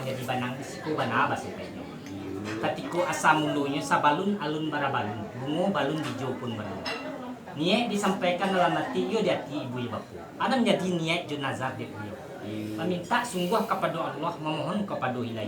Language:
Minangkabau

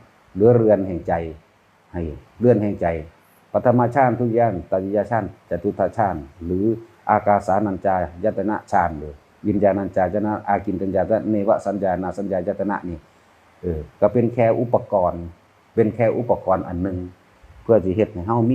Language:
Northeastern Thai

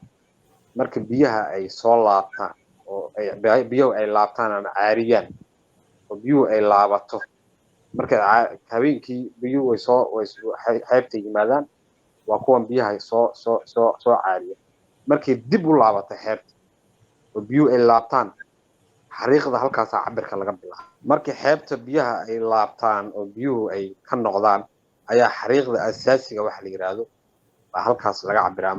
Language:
Somali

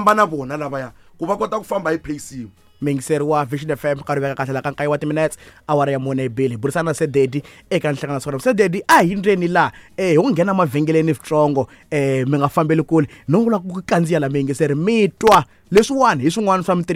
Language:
Tsonga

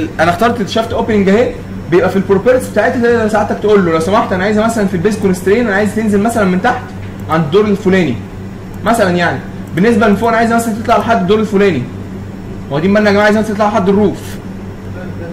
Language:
Egyptian Arabic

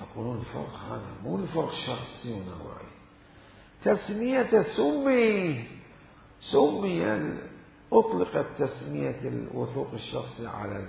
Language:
Mesopotamian Arabic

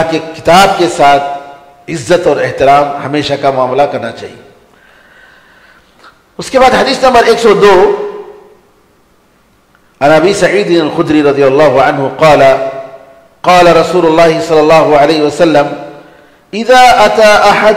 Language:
Urdu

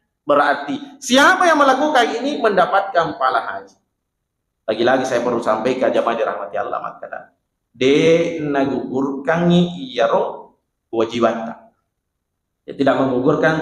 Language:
Buginese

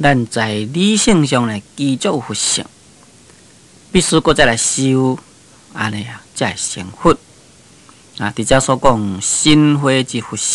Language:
Min Nan Chinese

